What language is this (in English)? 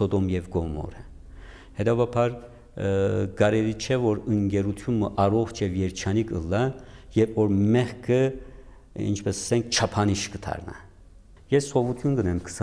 Western Armenian